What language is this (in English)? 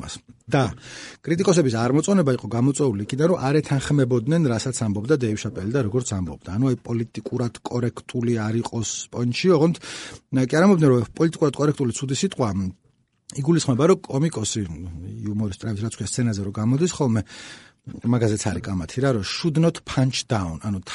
Georgian